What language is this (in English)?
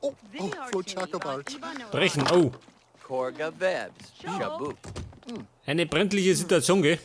Bavarian